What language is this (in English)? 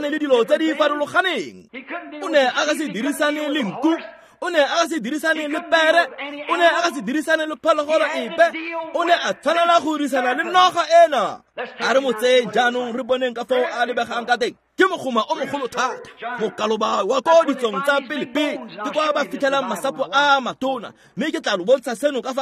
Tswana